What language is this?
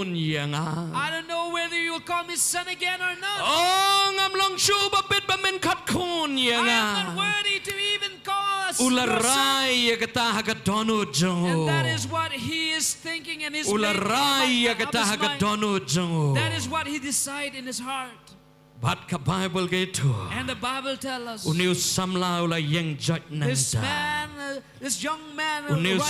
Khasi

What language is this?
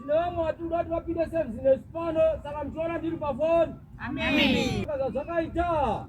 Shona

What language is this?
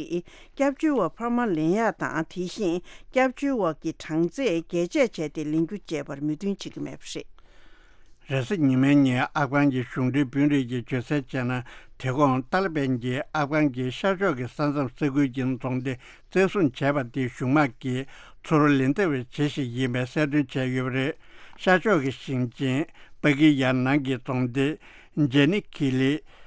Tibetan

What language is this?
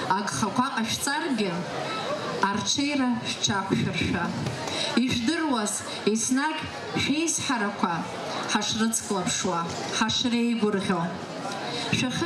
Abkhazian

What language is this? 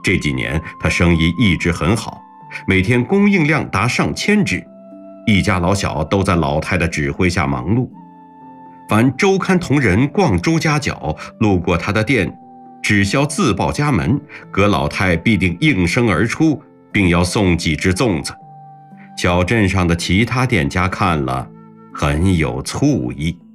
Chinese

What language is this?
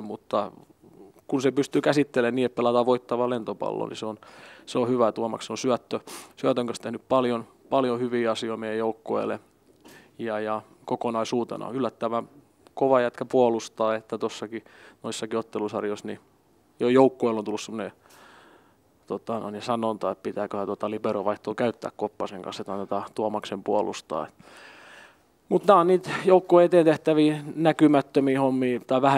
Finnish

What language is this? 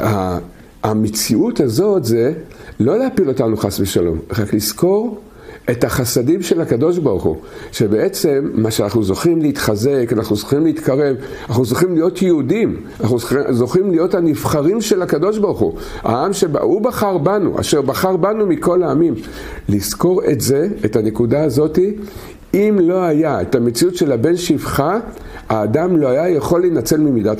Hebrew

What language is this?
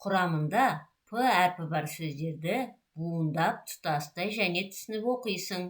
Kazakh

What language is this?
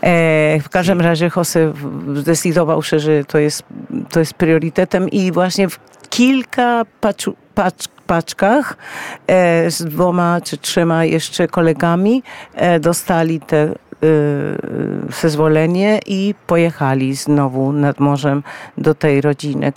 Polish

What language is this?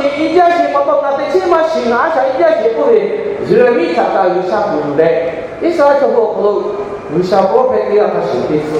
Lahu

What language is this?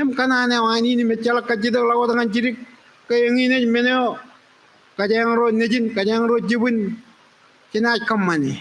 Marshallese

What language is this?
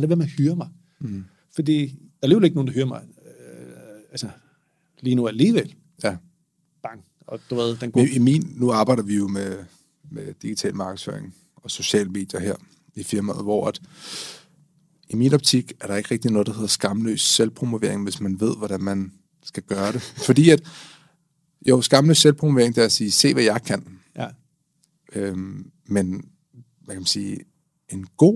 Danish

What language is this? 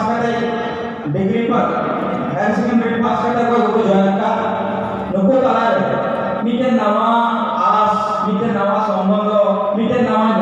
Santali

